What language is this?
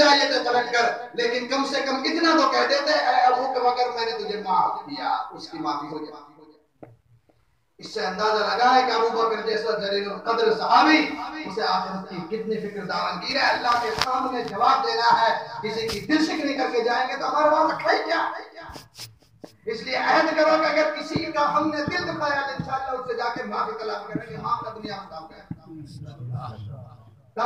Urdu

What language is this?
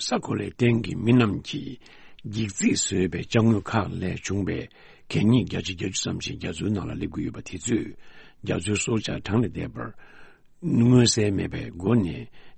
Tibetan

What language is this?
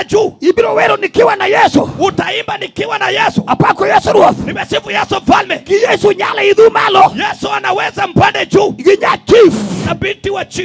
Luo (Kenya and Tanzania)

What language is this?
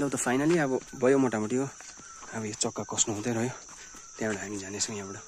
Nepali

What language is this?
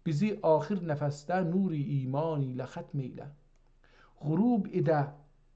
South Azerbaijani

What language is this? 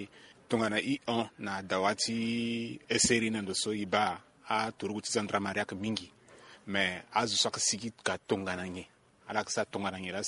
Sango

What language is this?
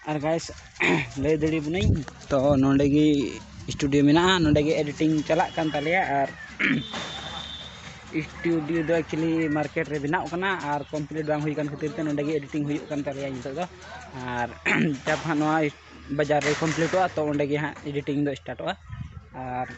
Santali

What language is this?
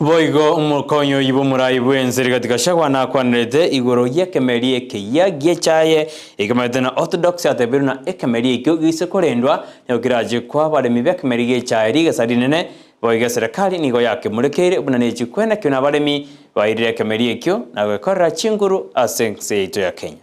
Gusii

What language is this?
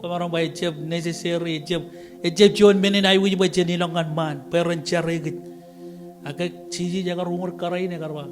Marshallese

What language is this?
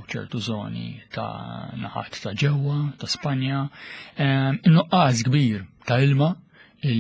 Maltese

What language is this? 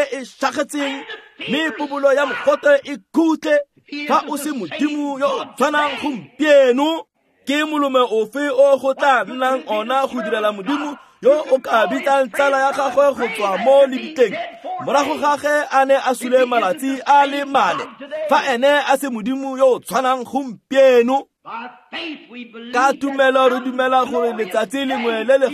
Tswana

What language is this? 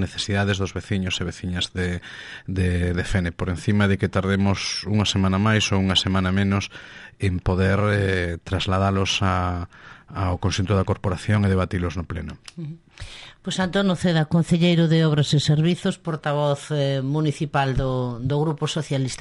Galician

